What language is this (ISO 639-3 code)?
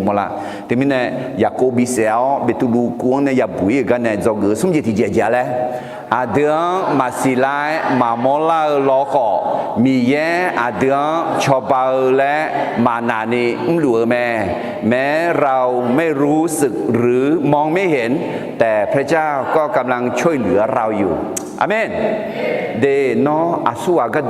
ahk